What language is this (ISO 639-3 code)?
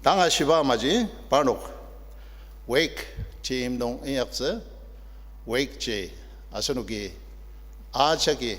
njo